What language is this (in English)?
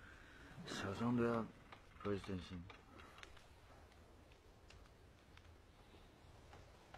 Chinese